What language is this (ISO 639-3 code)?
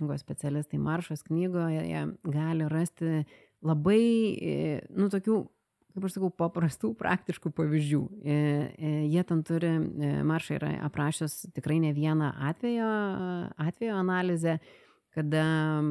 lit